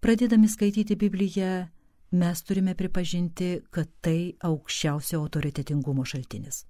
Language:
Lithuanian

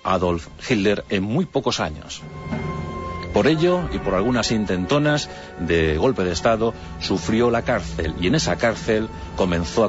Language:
Spanish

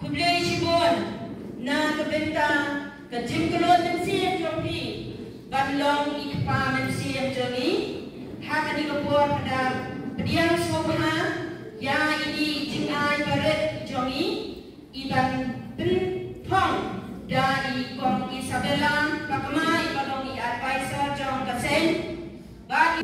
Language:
Khasi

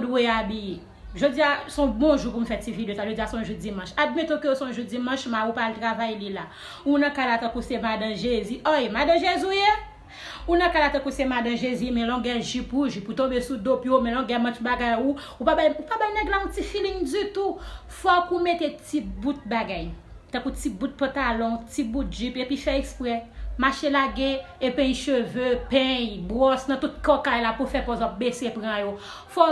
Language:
Haitian Creole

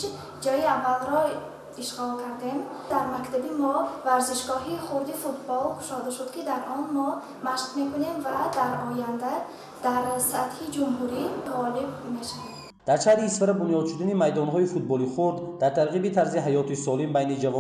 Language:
Tajik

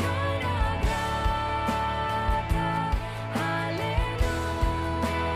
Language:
Plautdietsch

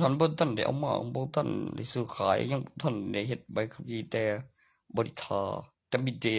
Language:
Northeastern Thai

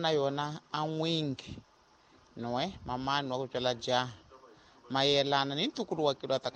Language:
Tsonga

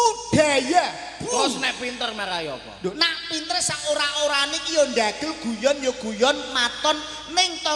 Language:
Javanese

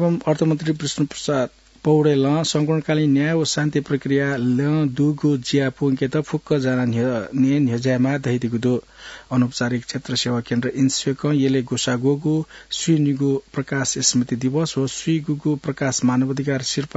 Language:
Newari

